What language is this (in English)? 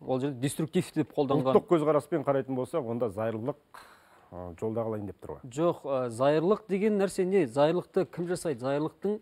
Kazakh